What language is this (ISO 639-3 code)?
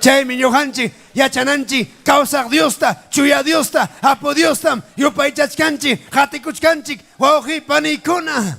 quy